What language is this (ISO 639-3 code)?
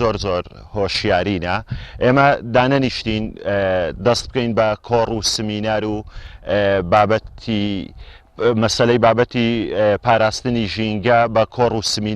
ckb